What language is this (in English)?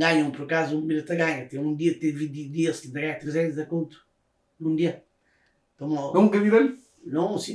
Kabuverdianu